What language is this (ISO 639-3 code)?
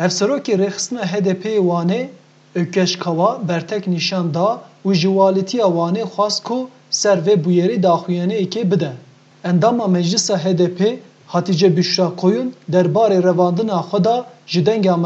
kur